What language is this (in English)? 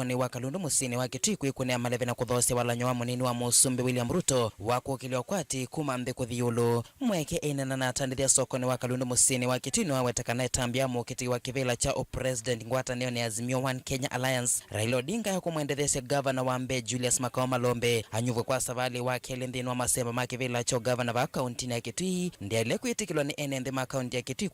Kamba